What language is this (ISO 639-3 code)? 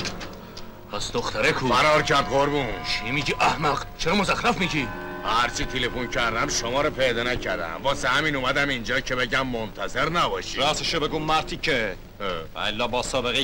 fas